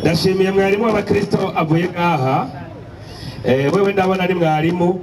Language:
Rundi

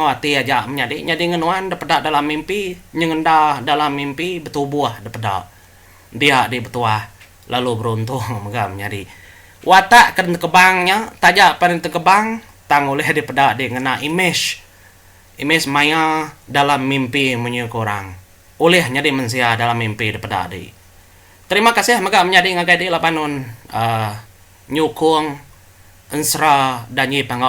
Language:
Iban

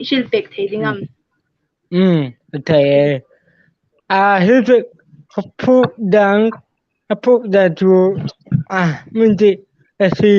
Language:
Hmar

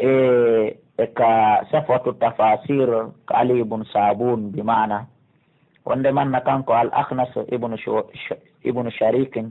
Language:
Pular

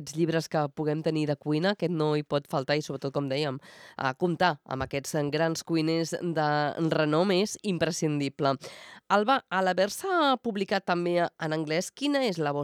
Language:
Catalan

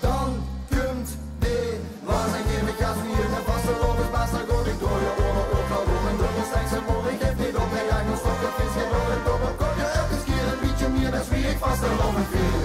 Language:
Limburgish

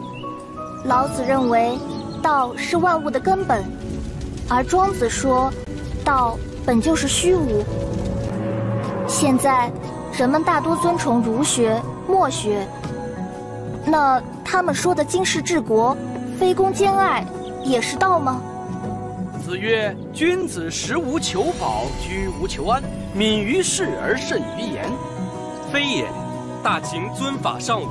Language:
Chinese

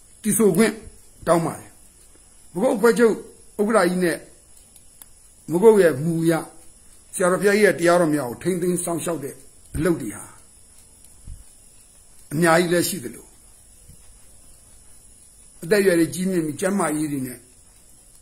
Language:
Burmese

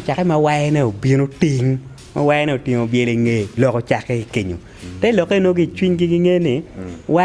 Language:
Acoli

